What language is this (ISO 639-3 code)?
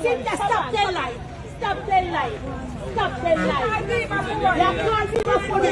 jam